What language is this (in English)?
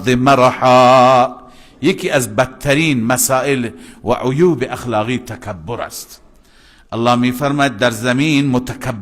Persian